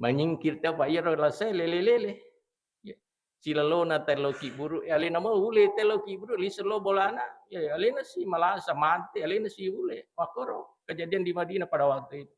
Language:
Buginese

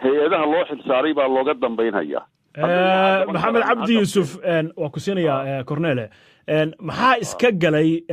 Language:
Somali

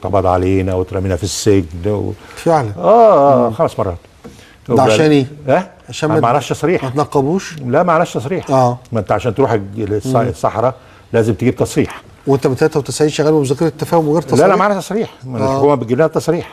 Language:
Egyptian Arabic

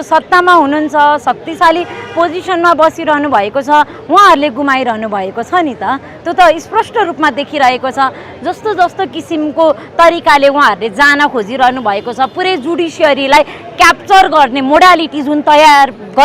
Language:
Nepali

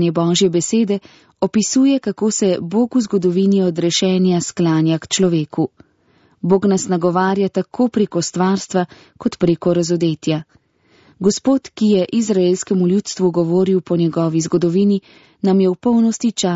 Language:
Slovenian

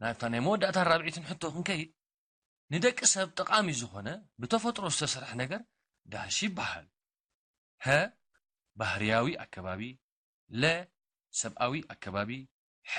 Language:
Tigrinya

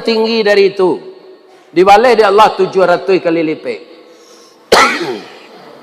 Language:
Minangkabau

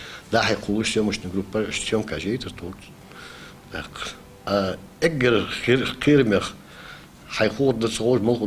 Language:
Ingush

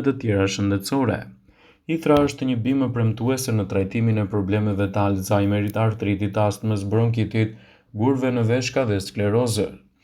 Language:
Albanian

